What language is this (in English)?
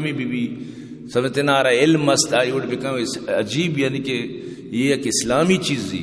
Eastern Balochi